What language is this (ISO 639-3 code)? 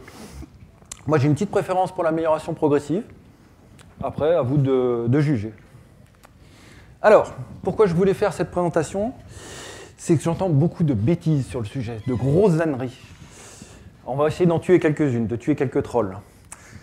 fra